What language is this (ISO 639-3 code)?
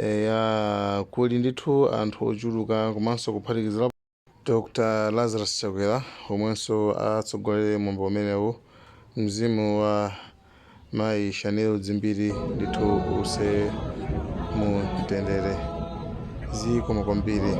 nya